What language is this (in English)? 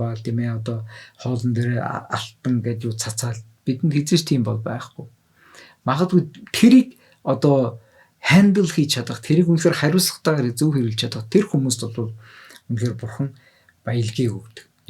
Mongolian